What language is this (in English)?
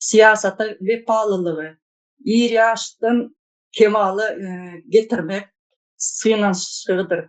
Turkmen